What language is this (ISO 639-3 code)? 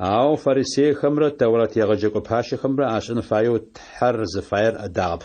ady